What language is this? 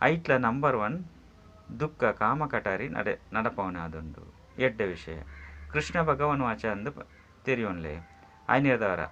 Tulu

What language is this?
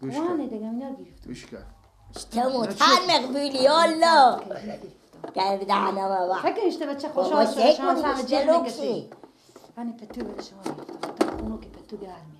Persian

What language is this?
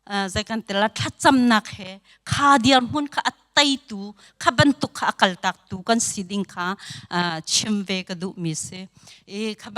Hakha Chin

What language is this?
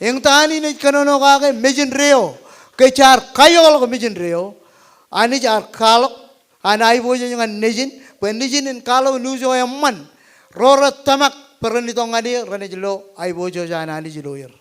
Marshallese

